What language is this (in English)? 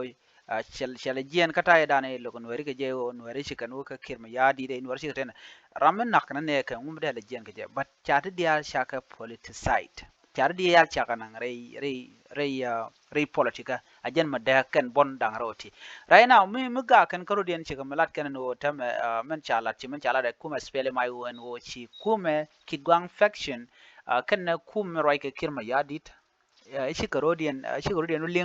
Nuer